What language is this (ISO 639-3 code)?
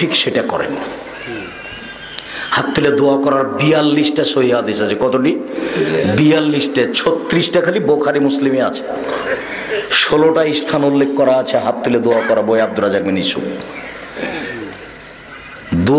ben